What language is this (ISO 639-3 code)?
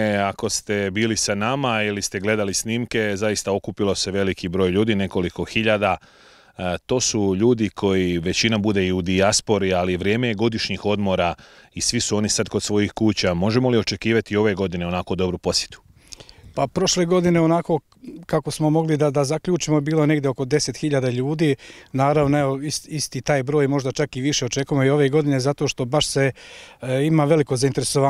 bos